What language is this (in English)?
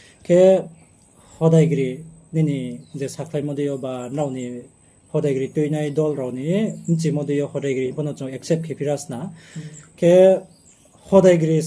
Riang (India)